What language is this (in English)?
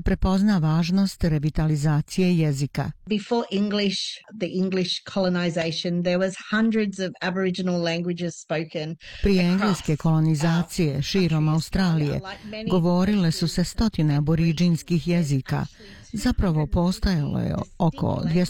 Bosnian